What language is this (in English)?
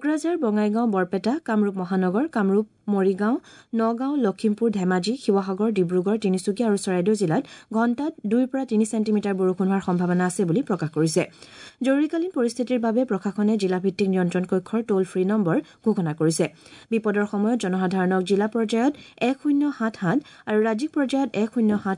Assamese